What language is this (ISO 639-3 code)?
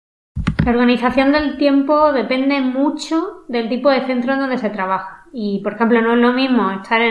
spa